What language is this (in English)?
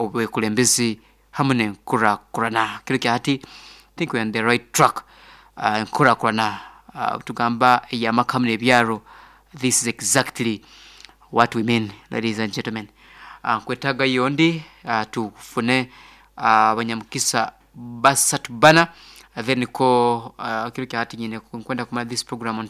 Nyoro